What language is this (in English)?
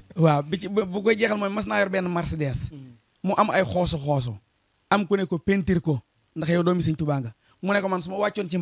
Wolof